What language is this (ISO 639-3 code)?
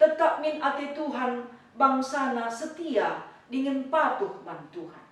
btx